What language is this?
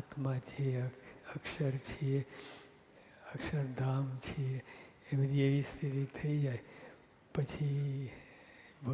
Gujarati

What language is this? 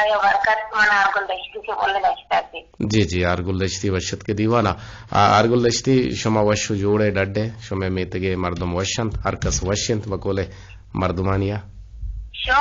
Eastern Balochi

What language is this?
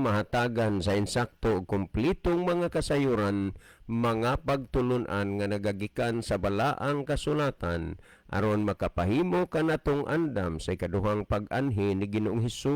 Cebuano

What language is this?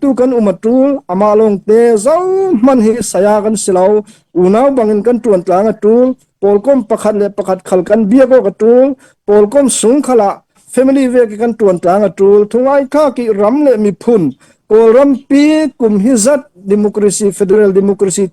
Falam Chin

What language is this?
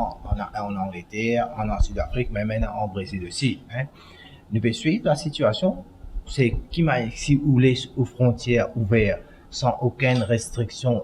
Morisyen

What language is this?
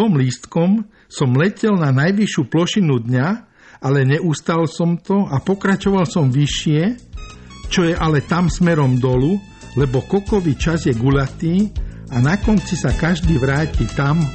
Slovak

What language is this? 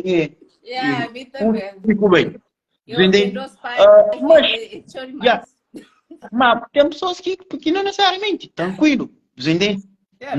Kabuverdianu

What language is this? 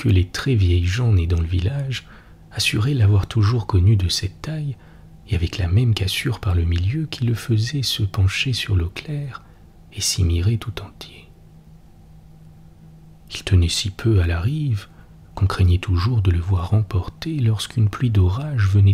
French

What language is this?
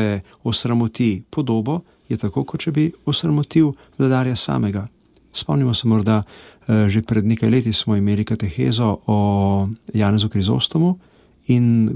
Slovenian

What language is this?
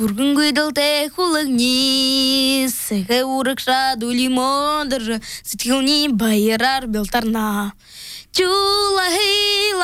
Buriat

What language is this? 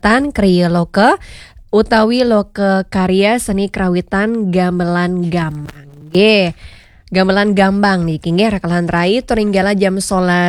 Balinese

